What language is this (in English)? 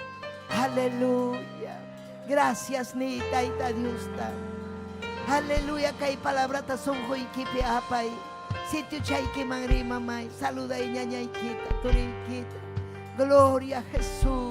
Ayacucho Quechua